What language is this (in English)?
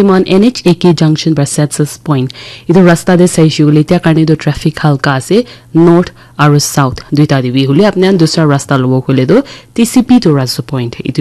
Naga Pidgin